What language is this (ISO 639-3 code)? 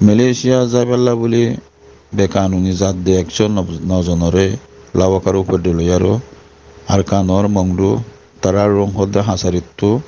rhg